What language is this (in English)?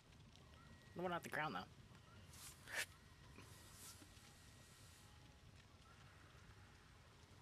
English